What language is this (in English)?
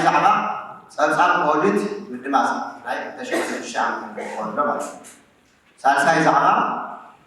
Tigrinya